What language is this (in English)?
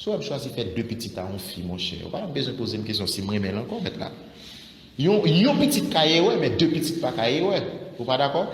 Haitian Creole